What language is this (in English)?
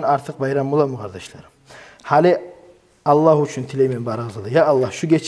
Kumyk